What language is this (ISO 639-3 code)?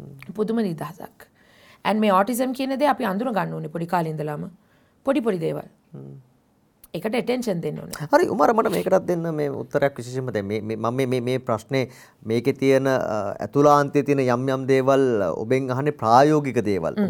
sin